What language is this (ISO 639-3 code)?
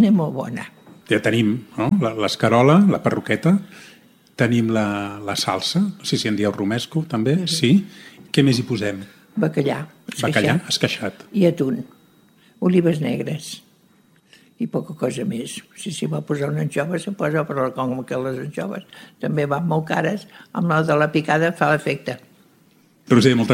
cat